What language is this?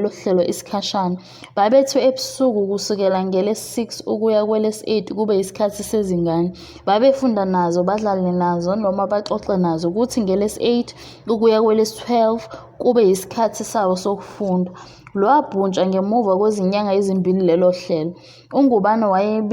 Zulu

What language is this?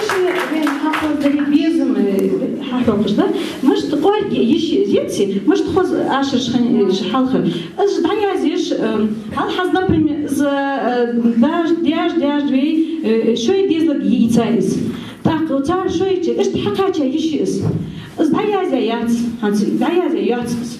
Ingush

